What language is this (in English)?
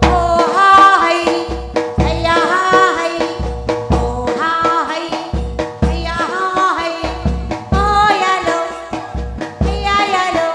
Manipuri